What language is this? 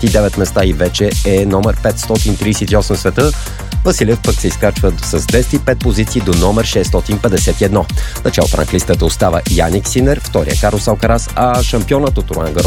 Bulgarian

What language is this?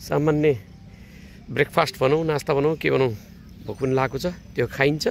Nepali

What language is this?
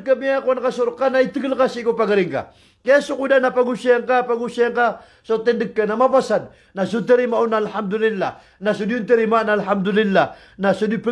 Maranao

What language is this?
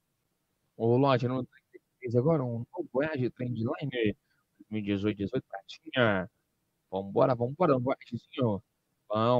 Portuguese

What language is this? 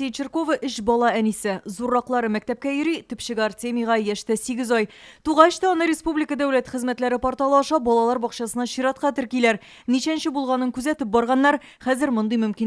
Tatar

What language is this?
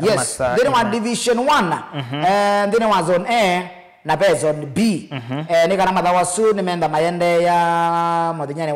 Kamba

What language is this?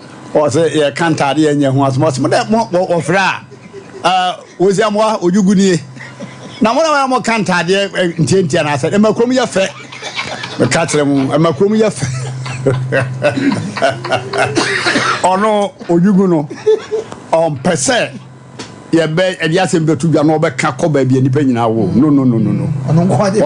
Akan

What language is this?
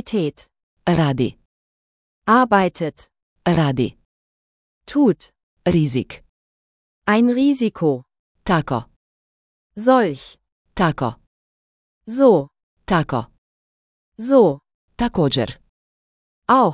Slovenian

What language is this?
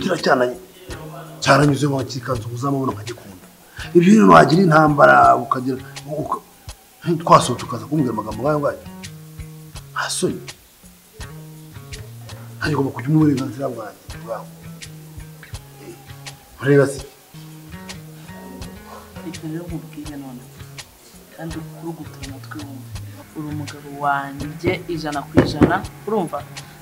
Kinyarwanda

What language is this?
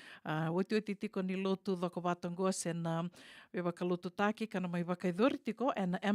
Fijian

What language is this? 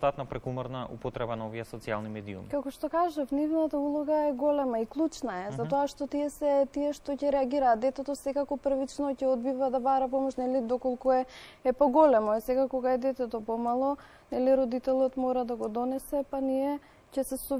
Macedonian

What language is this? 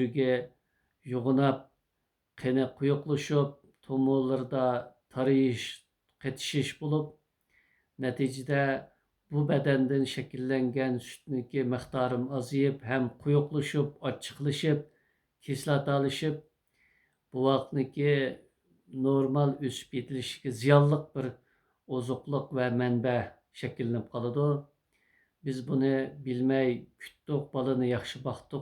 Uyghur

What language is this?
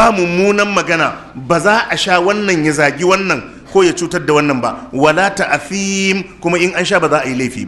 Hausa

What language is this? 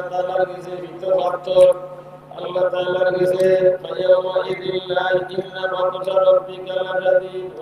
Sylheti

